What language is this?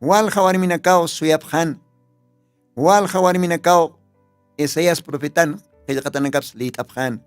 Aymara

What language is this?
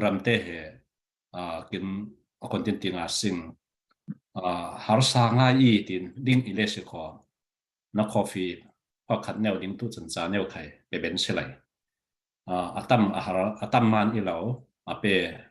Falam Chin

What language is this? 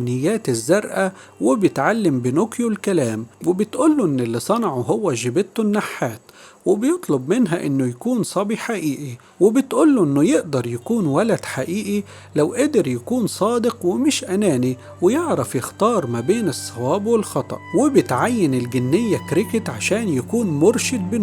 Egyptian Arabic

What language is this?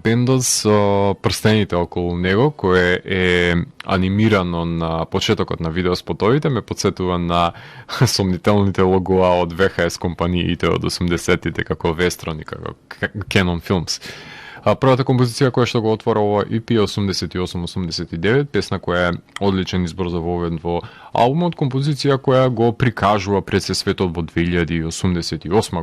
Macedonian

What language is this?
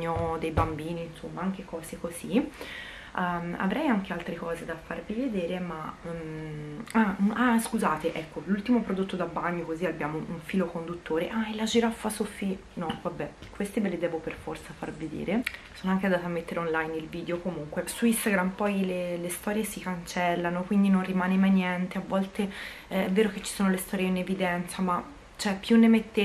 Italian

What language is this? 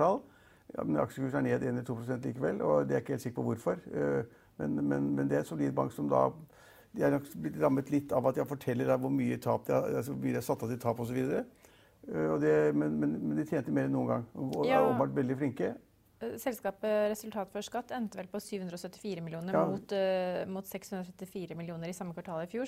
Norwegian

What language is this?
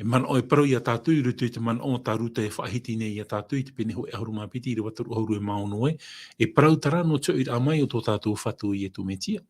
Tahitian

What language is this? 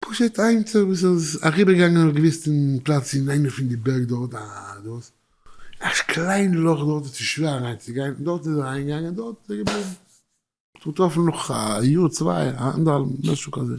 Yiddish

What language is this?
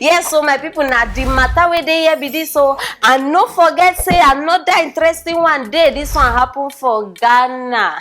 Nigerian Pidgin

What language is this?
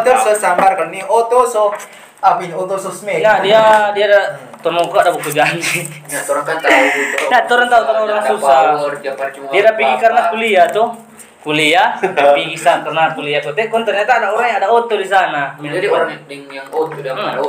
Manado Malay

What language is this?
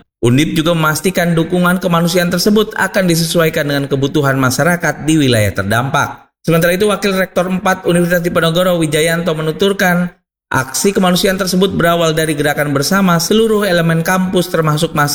Indonesian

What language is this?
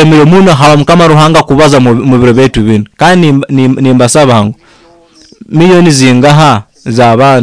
Nyoro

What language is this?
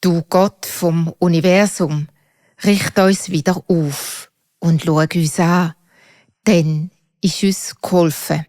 Swiss German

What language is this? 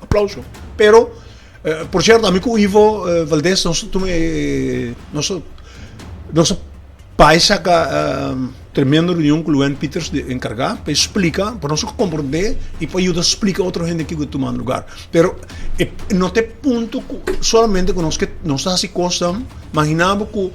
Papiamento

